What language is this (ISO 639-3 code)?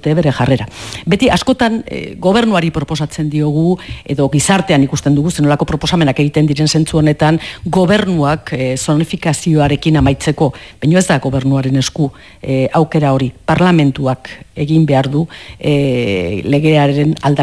eus